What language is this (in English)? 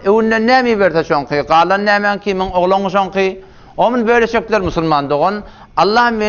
Turkmen